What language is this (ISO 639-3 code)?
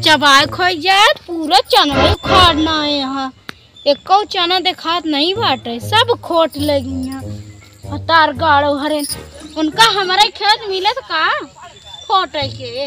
awa